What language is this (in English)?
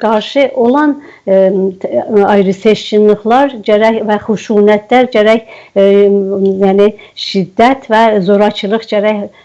South Azerbaijani